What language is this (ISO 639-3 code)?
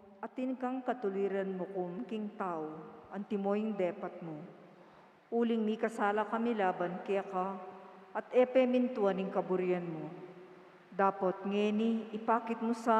pam